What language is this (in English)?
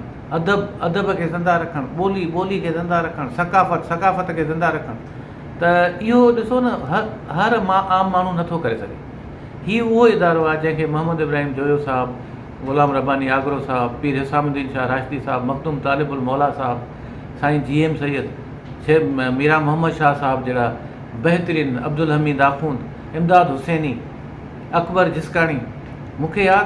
Sindhi